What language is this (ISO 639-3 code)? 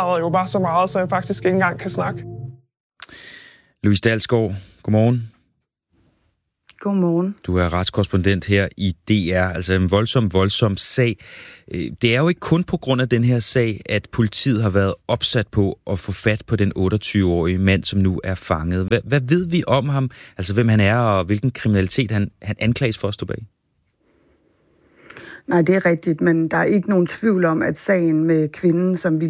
dan